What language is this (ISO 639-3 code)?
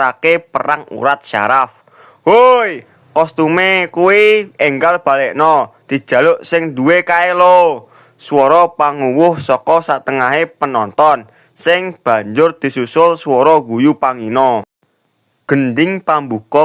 jav